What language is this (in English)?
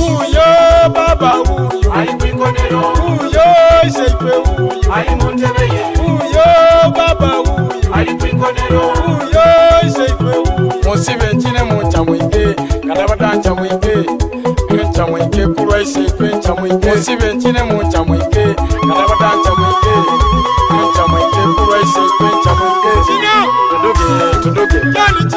Soga